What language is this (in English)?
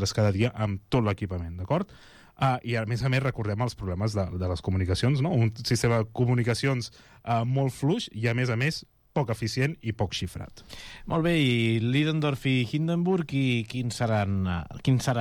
Catalan